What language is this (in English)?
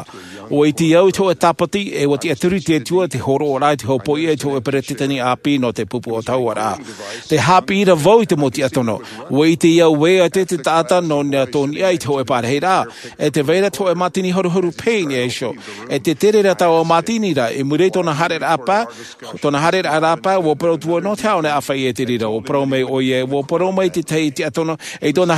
Tahitian